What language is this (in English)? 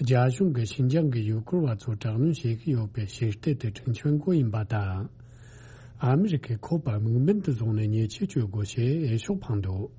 Tibetan